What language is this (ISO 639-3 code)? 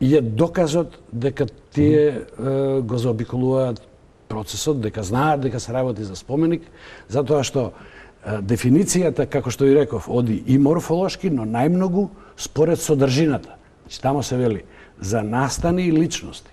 mkd